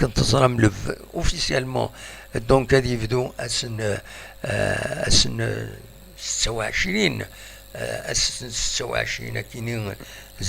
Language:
Kabyle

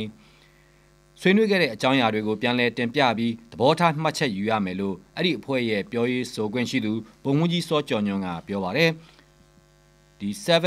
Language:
Burmese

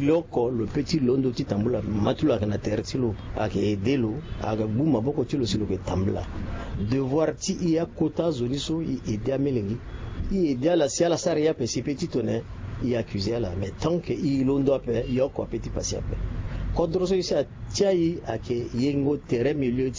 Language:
Sango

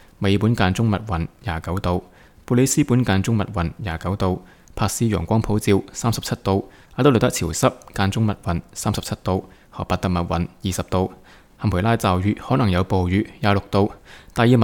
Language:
Cantonese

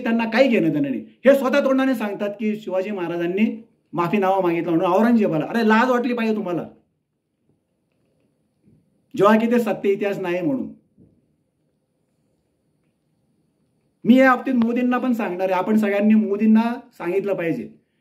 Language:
Marathi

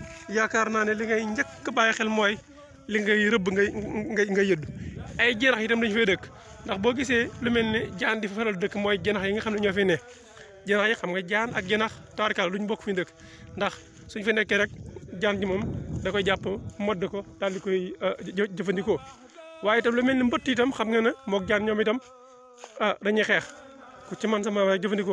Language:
Wolof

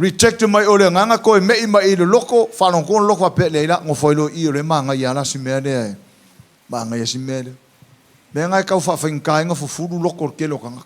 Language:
Samoan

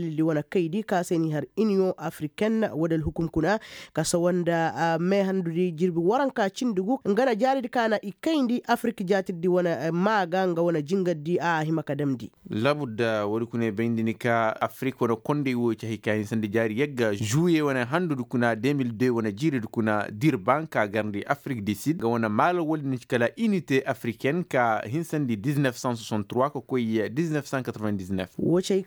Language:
Koyraboro Senni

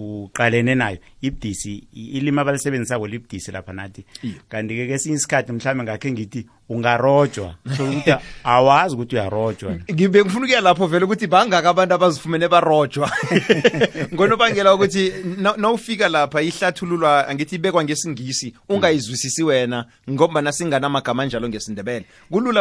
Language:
South Ndebele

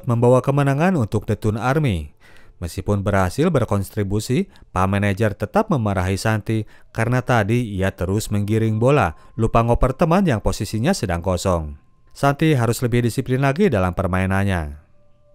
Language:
Indonesian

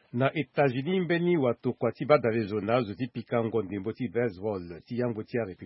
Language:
Sango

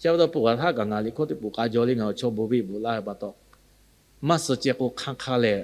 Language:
Lahu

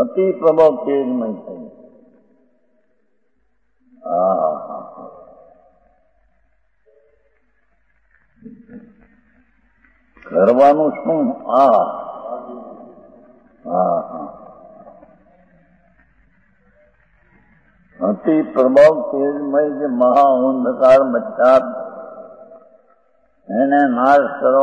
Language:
Gujarati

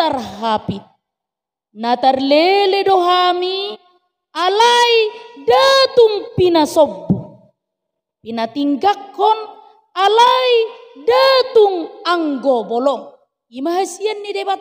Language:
Batak Toba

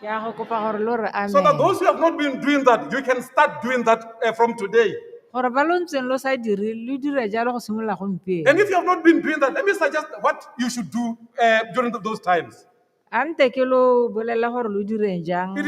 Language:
Tswana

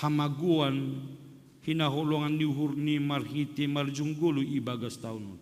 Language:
Batak Simalungun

